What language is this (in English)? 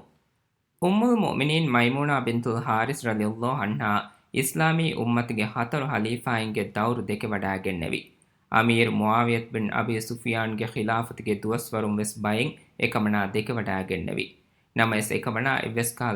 Divehi